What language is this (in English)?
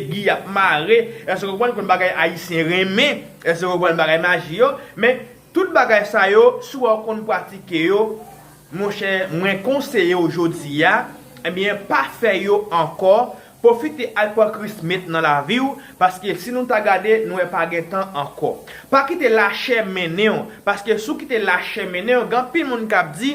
Haitian Creole